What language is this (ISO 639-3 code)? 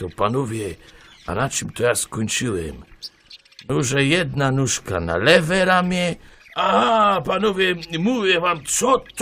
szl